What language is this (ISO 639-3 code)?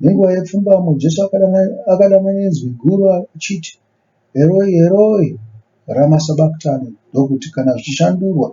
sna